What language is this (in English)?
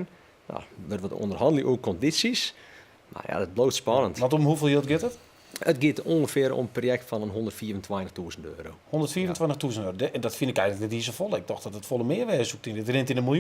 Western Frisian